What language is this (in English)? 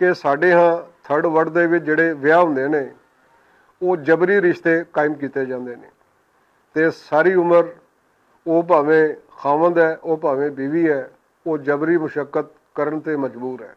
Western Panjabi